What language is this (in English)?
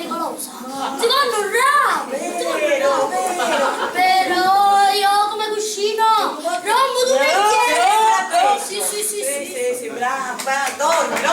Sicilian